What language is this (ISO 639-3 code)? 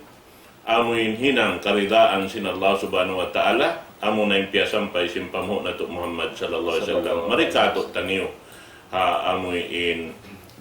tsg